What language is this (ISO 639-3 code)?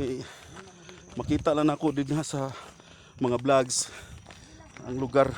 ceb